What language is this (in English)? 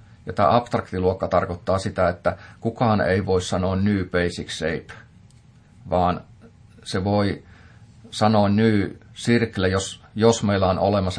Finnish